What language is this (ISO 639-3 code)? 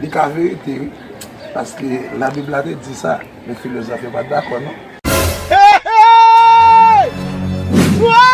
hat